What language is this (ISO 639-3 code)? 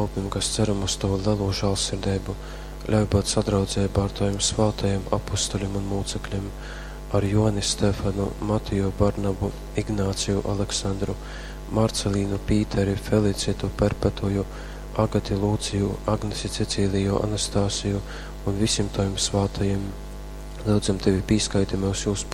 ltg